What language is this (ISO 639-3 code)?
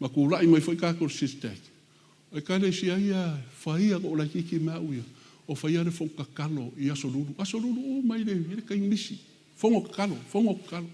smo